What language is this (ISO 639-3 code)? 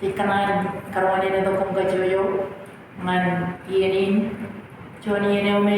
mah